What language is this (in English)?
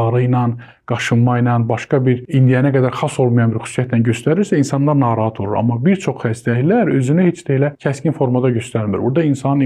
Azerbaijani